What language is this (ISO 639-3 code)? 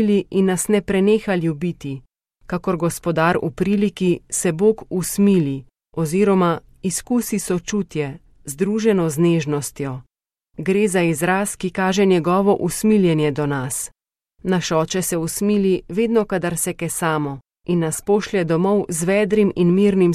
slv